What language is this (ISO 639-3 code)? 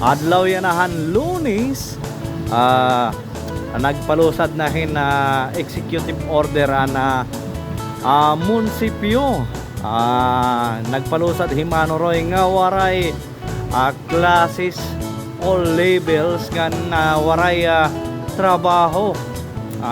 war